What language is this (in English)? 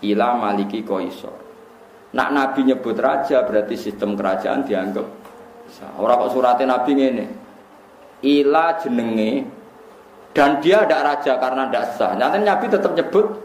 Javanese